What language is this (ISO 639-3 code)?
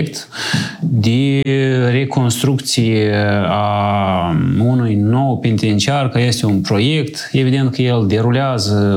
ron